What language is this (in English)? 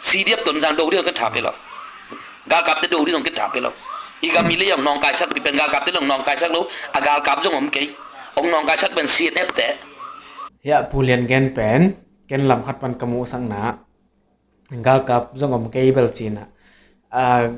Tedim Chin